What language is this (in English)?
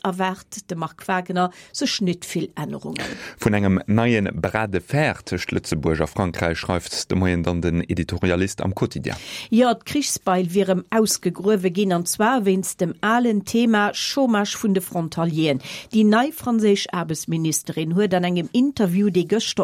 Luxembourgish